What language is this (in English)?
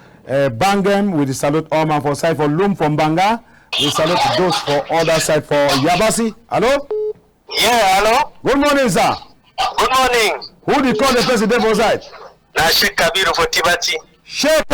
Cameroon Pidgin